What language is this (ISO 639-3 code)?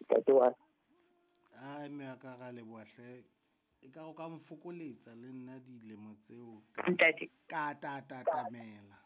sot